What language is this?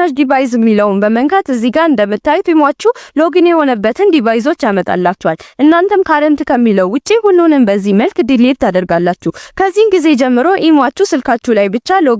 Amharic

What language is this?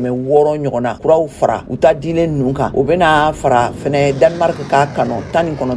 Bambara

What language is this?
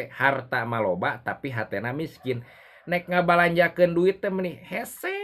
Sundanese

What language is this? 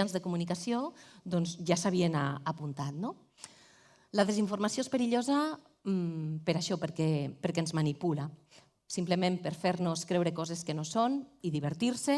Catalan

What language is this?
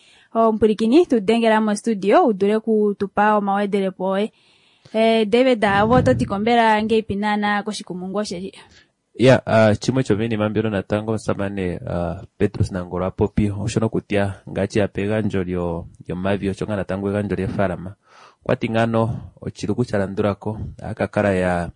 Kuanyama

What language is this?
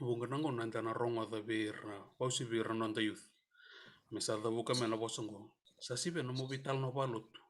Fijian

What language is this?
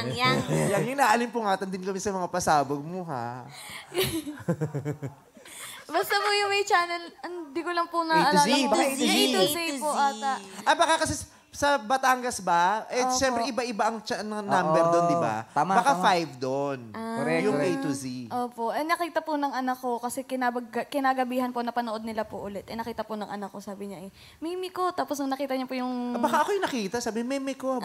Filipino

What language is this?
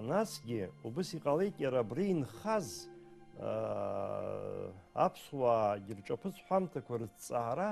Abkhazian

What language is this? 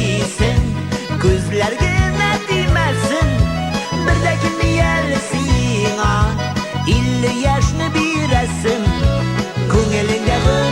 Tatar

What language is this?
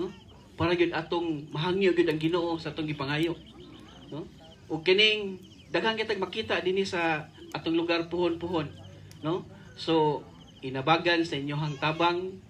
Cebuano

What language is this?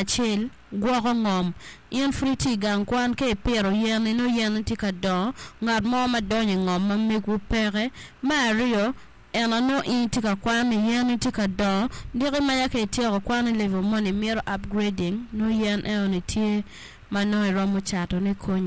Acoli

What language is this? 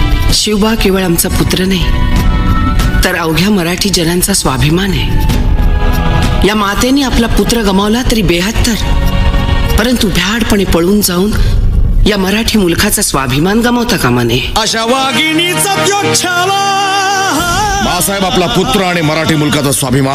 Marathi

